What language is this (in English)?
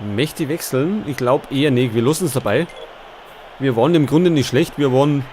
Bavarian